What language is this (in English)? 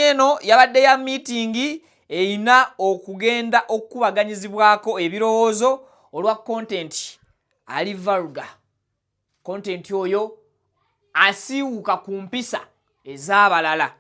Ganda